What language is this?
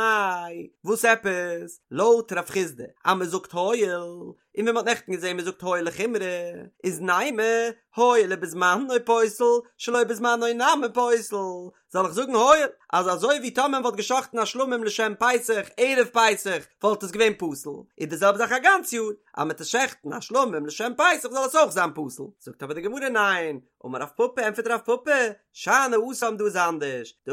Yiddish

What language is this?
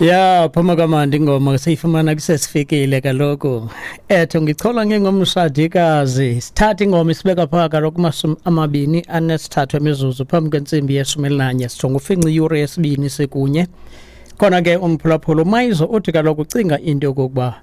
Xhosa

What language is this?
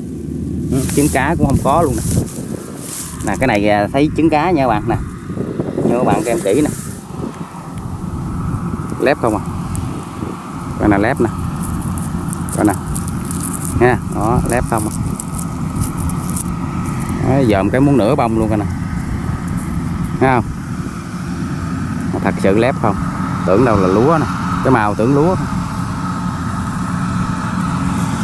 Vietnamese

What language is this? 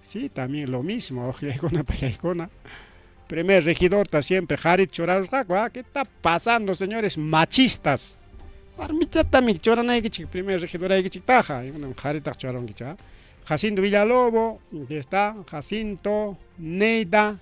Ayacucho Quechua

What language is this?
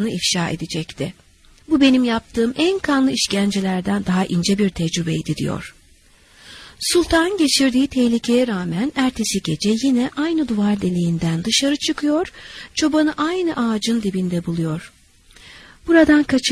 Turkish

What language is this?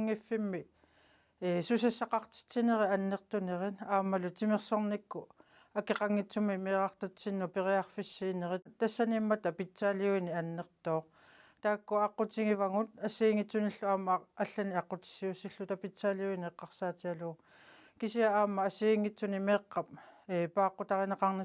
Kalaallisut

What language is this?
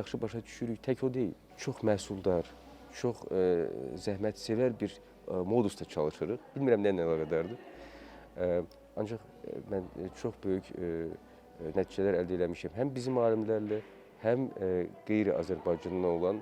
Azerbaijani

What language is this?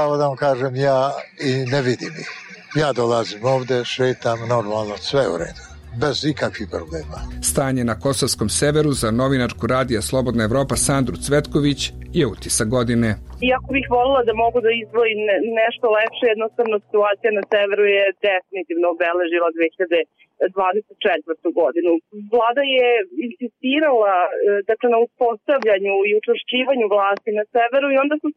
Serbian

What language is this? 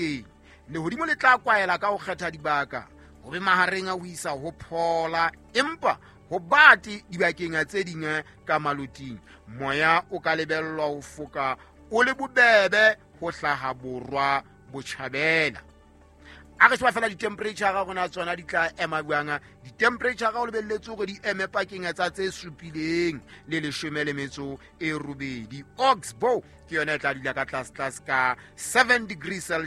Southern Sotho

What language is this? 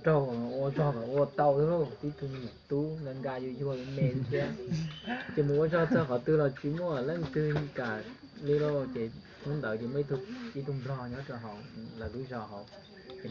Hmong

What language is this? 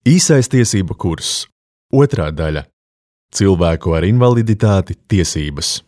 Latvian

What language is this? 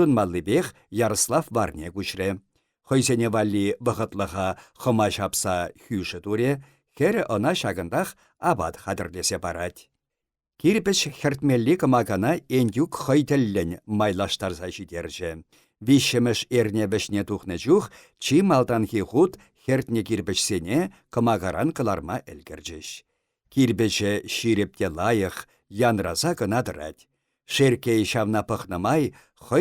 Chuvash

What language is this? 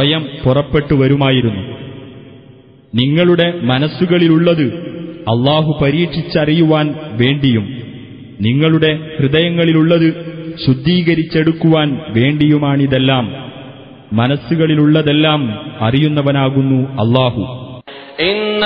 Malayalam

